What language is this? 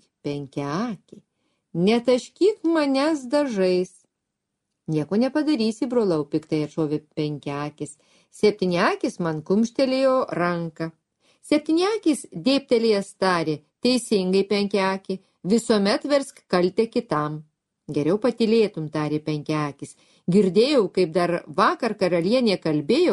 Lithuanian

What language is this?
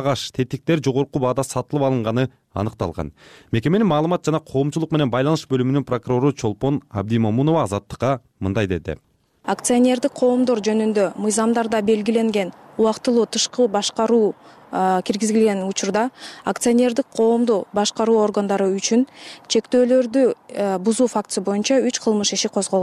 Kyrgyz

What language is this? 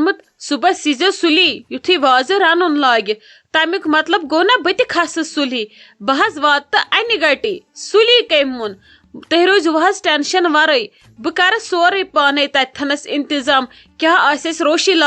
Kashmiri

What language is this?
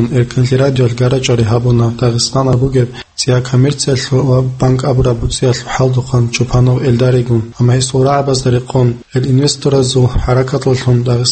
Avaric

